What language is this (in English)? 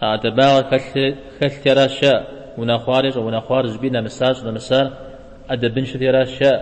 Kabardian